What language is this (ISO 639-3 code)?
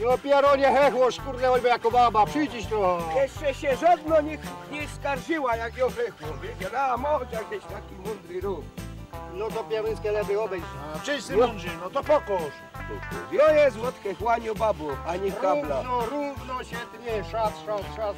szl